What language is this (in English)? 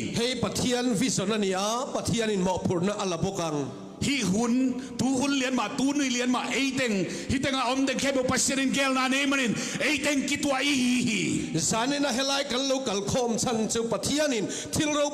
Tedim Chin